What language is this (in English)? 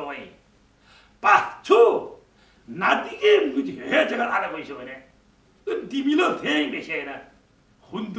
Korean